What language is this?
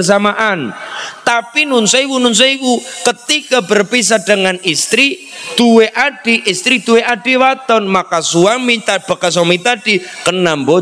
Indonesian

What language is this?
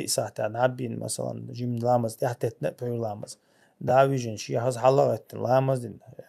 Chechen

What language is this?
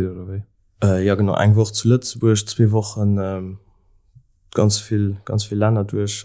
Luxembourgish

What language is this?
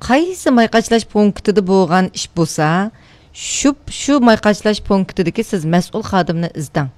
Uyghur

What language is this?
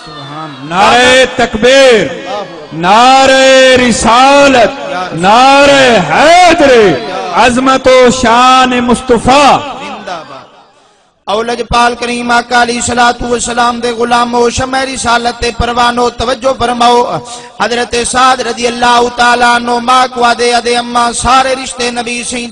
Saraiki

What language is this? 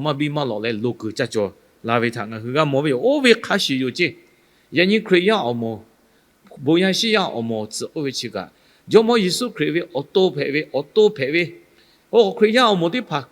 Lahu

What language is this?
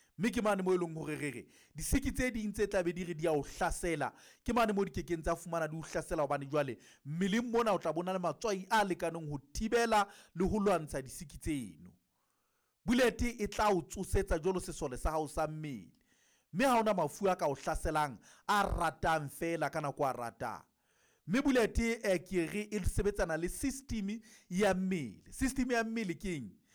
Southern Sotho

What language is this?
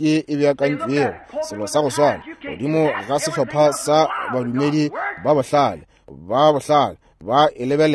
Northern Sotho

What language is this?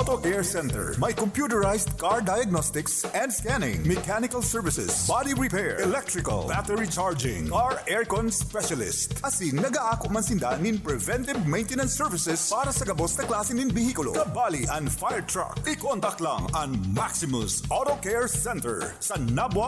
Bikol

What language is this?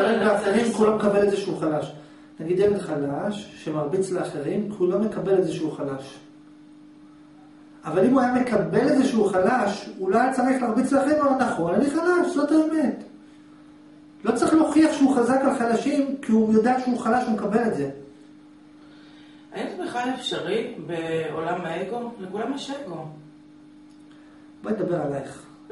Hebrew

